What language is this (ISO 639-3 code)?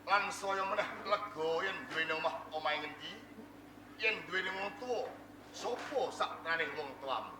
jav